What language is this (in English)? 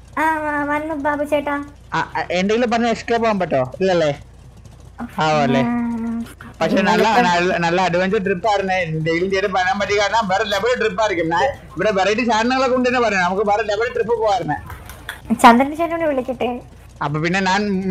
Malayalam